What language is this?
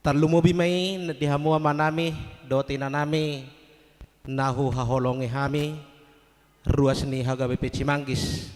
Batak Toba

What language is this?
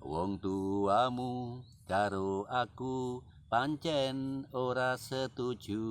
Javanese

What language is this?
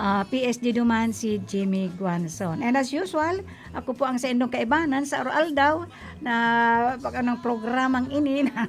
Bikol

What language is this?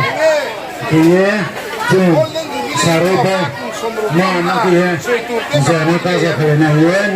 Riang (India)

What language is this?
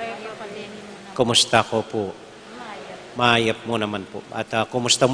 Pampanga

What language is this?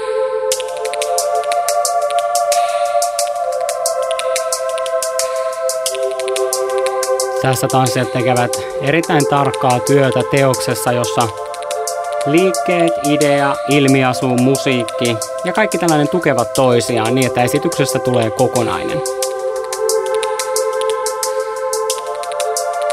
Finnish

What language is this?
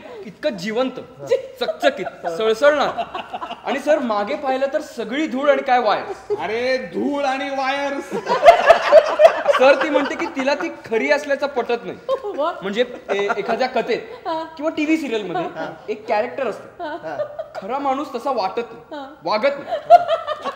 Marathi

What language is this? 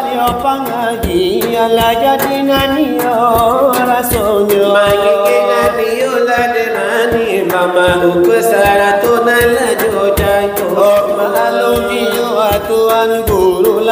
Minangkabau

